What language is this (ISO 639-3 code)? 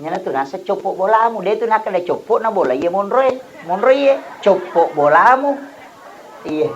bug